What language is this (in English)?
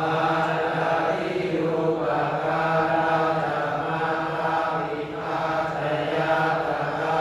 Pali